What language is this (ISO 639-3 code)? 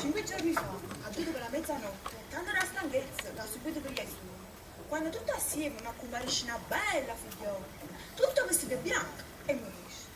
nap